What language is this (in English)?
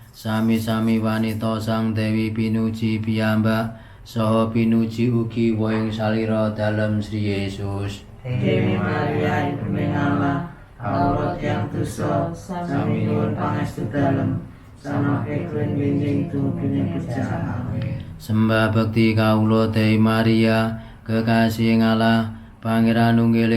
Javanese